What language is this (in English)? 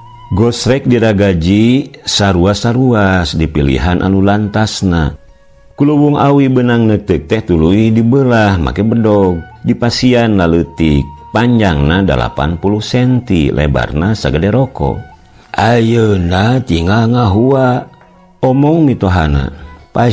Sundanese